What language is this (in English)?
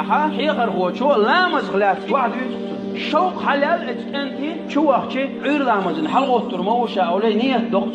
Chechen